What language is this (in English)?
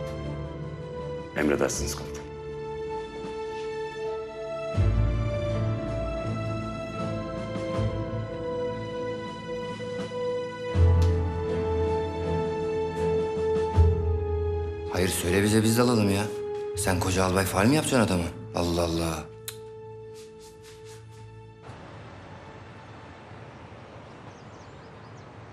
Turkish